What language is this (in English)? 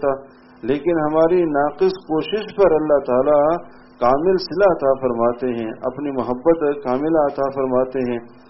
Urdu